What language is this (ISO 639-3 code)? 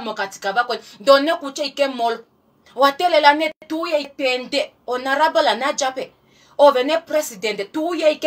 kua